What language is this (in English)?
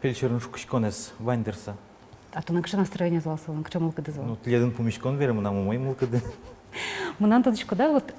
Udmurt